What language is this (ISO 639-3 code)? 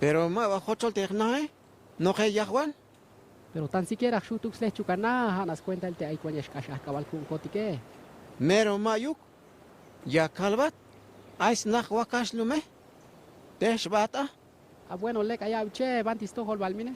tzh